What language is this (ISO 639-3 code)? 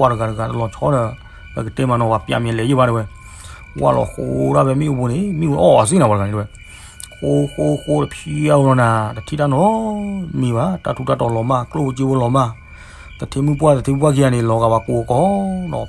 ksw